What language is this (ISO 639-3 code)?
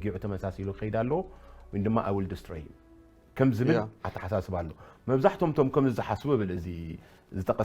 tir